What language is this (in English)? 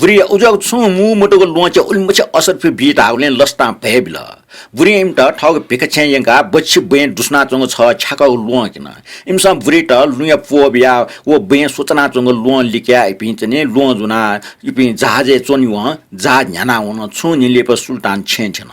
Newari